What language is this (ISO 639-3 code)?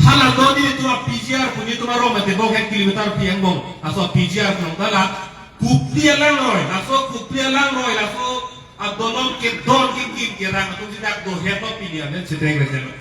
mjw